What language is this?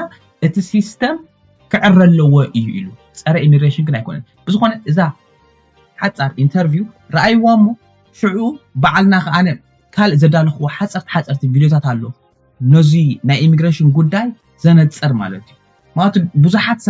Tigrinya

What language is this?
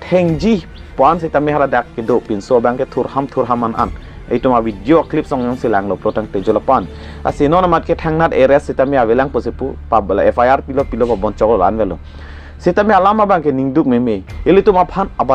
Karbi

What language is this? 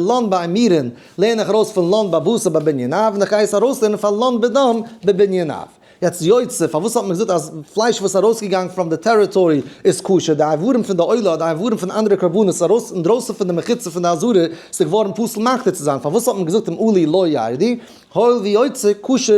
Yiddish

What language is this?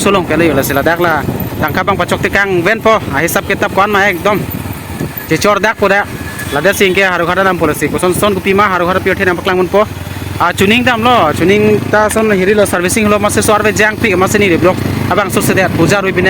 Karbi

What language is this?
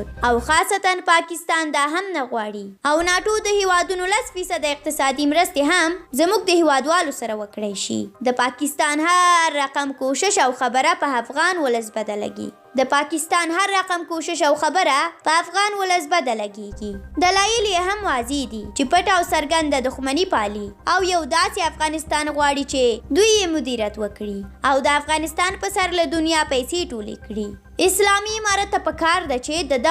Pashto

